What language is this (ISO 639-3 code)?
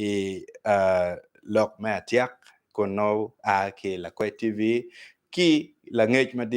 ach